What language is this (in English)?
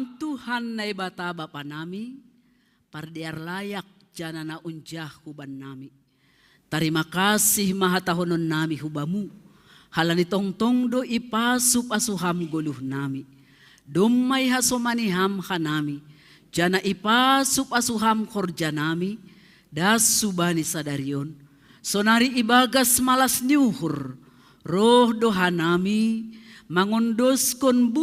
Batak Simalungun